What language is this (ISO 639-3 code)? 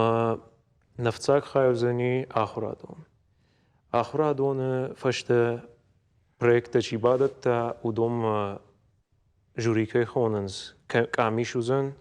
oss